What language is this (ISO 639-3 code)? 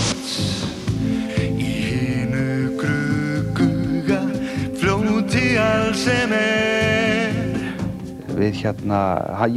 isl